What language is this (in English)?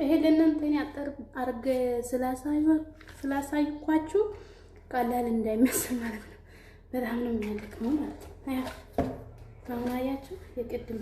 Amharic